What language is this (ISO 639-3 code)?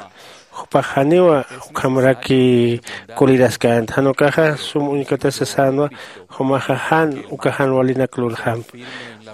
aym